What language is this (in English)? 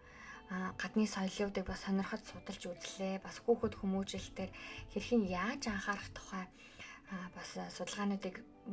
Mongolian